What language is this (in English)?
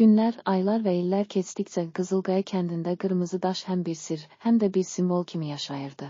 Azerbaijani